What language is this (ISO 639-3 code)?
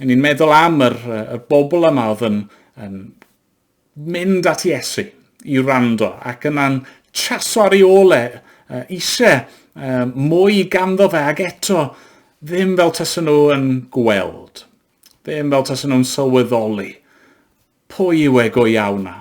cym